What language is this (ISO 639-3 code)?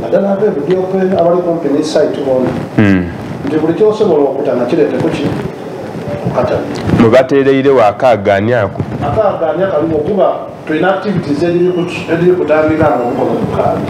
xog